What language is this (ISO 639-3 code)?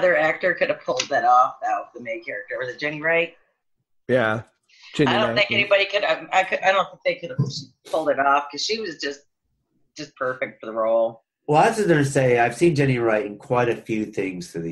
eng